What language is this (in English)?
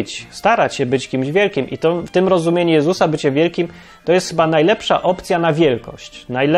Polish